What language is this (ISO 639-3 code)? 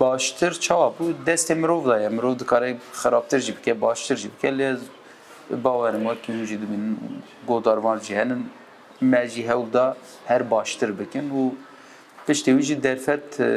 kur